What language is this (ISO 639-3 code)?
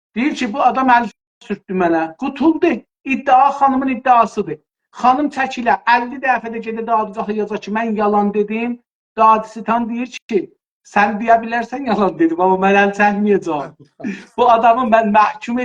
azb